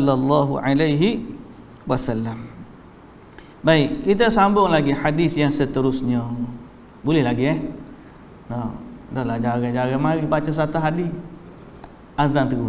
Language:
Malay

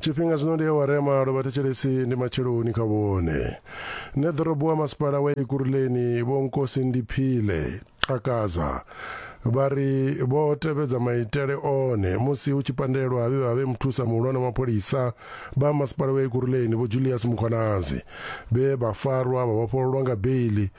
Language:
Venda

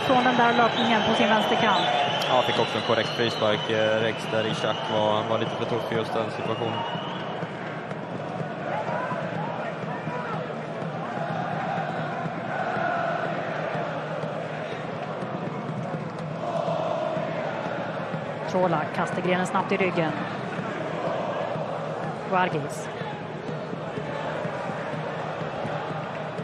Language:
Swedish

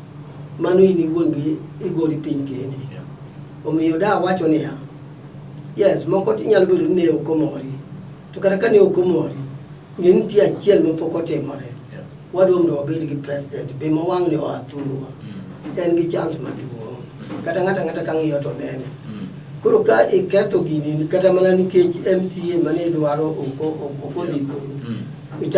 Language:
Luo (Kenya and Tanzania)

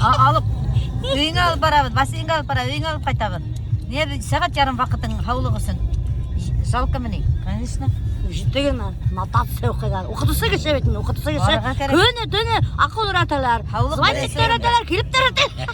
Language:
Bashkir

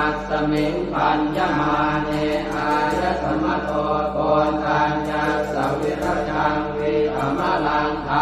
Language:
Pali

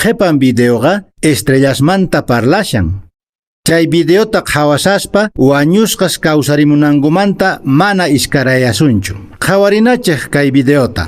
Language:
Quechua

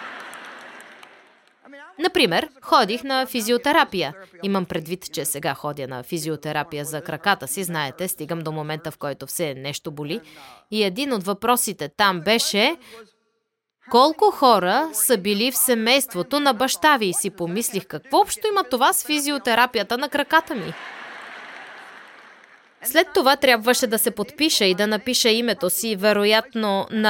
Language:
Bulgarian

